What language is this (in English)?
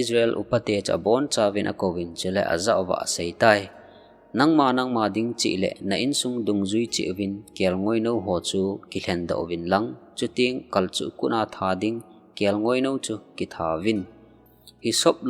Thado Chin